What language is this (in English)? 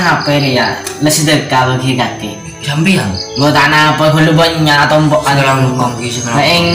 Madurese